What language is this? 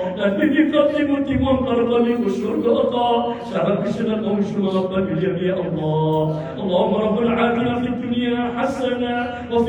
Maranao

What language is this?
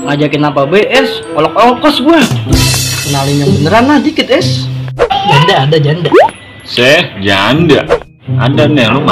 Betawi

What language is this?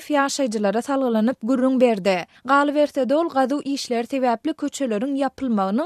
Turkmen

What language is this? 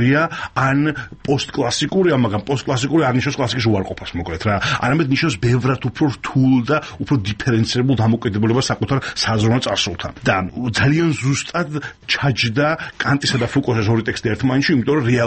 Georgian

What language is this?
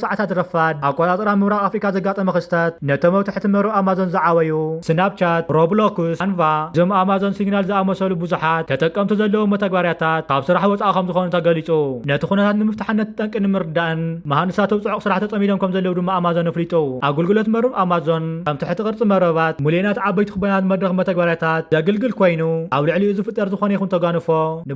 Tigrinya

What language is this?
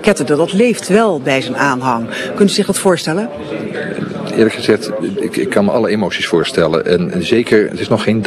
Dutch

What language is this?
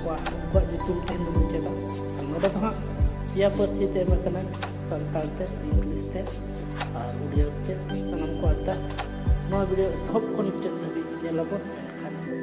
Santali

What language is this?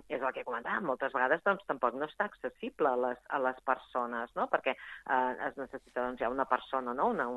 Catalan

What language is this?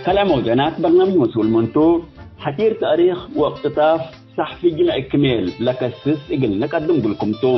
Tigre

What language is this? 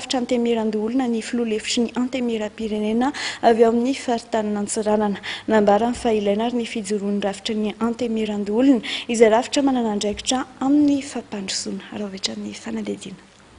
Malagasy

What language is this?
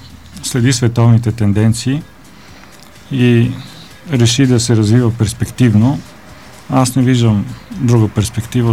Bulgarian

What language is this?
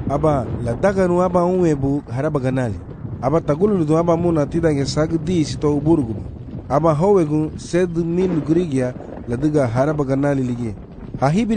Garifuna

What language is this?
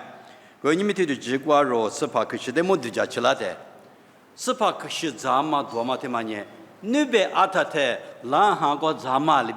Lisu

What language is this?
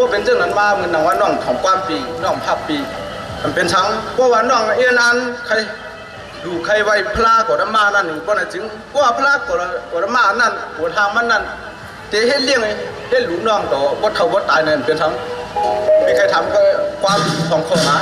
Shan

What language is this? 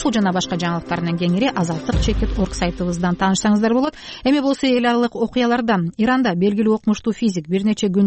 Kyrgyz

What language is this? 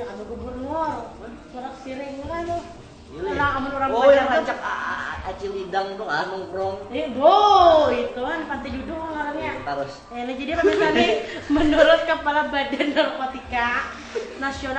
Banjar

